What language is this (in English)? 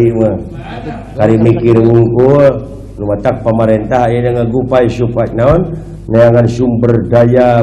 Sundanese